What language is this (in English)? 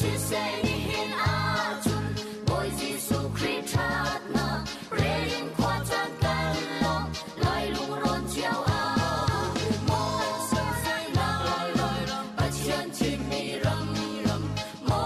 Hakha Chin